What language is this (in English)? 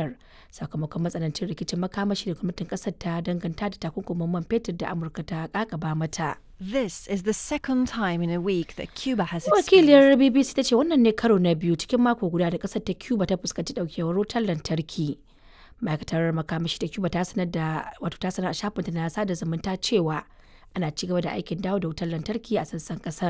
Hausa